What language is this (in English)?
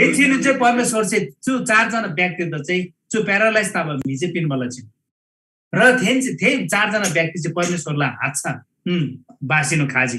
Eastern Tamang